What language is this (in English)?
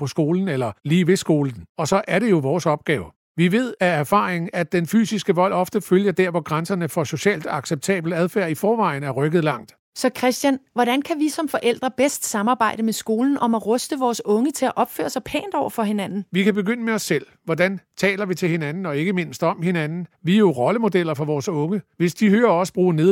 Danish